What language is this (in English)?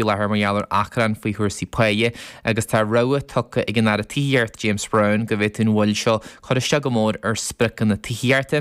Irish